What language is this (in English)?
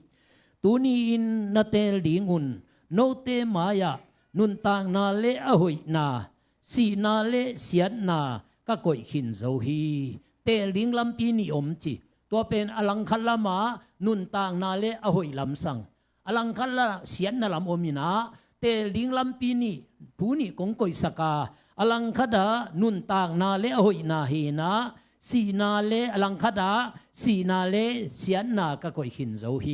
Tedim Chin